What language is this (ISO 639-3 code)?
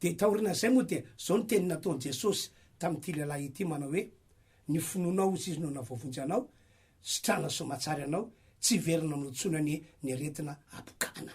mlg